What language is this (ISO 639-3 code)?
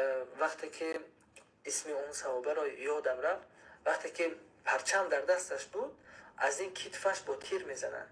tgk